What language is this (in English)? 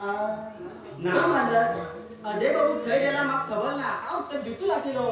Konkani